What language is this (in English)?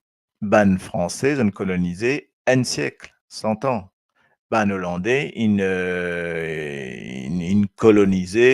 Morisyen